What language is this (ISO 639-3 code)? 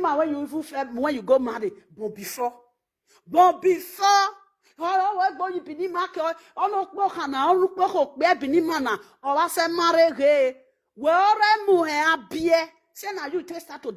pcm